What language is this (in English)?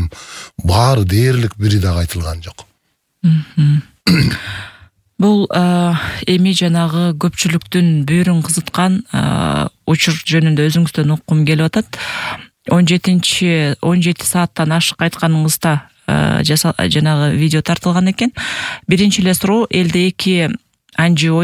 Kyrgyz